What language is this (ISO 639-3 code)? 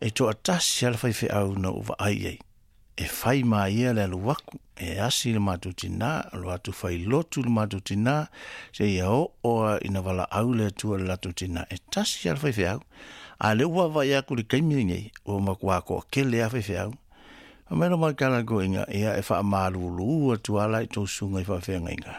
smo